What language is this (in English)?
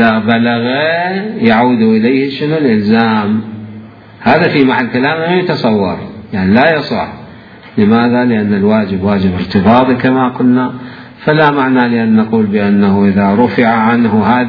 Mesopotamian Arabic